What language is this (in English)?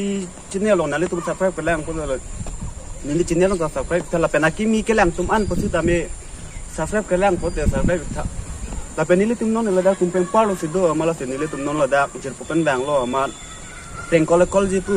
Karbi